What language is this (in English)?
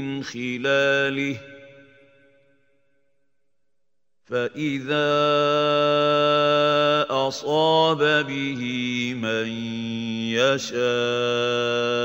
Bosnian